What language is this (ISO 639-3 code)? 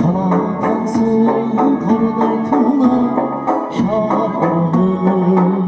kaa